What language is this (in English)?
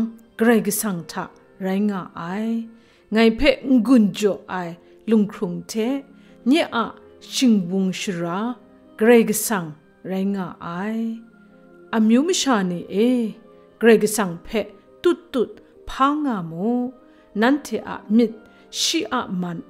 Kachin